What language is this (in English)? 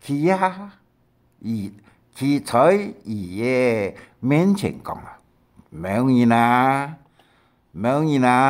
Hakka Chinese